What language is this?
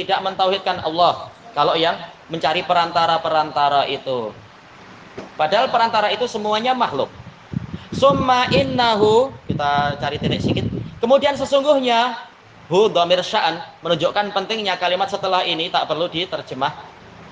Indonesian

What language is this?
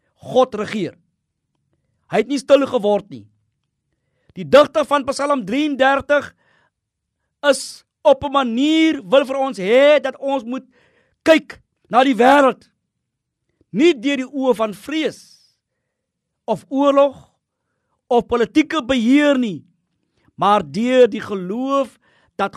Afrikaans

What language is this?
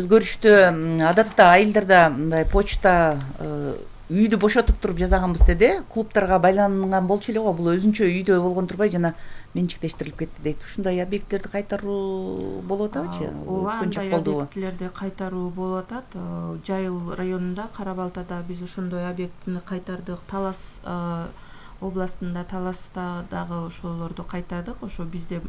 Kyrgyz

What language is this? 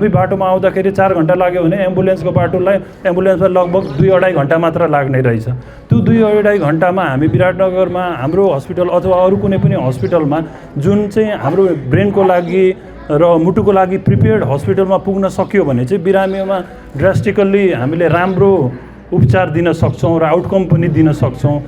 Nepali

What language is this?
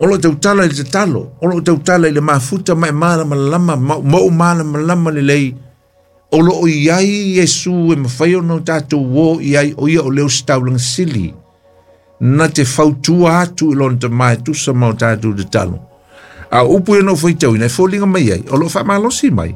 Samoan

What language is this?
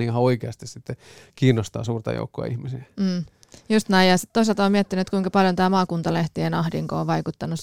Finnish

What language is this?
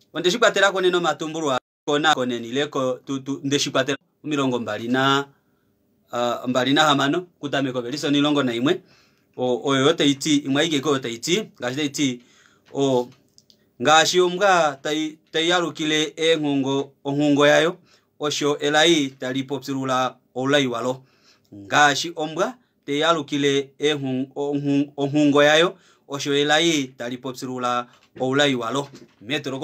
Kuanyama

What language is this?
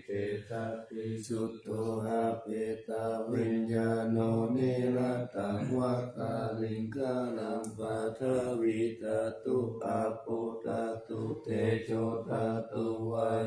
Pali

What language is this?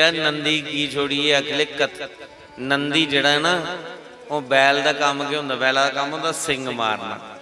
Dogri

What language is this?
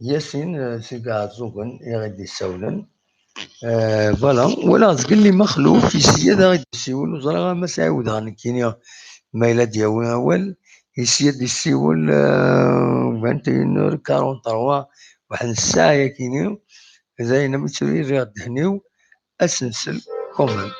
Kabyle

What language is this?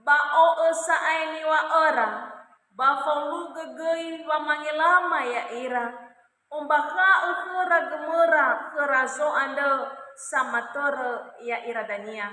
Nias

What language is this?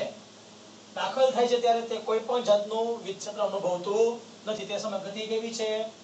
Gujarati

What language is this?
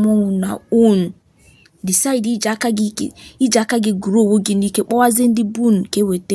Igbo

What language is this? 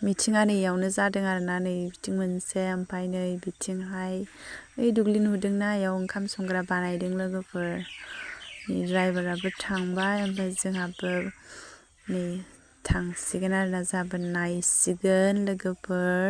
Bodo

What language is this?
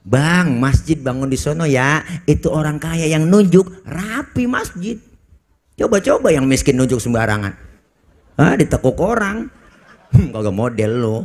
Betawi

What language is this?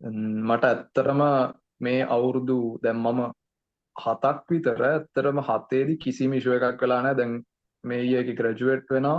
Sinhala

